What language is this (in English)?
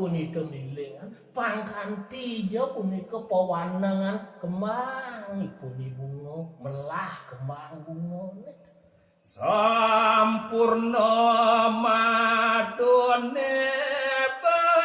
Balinese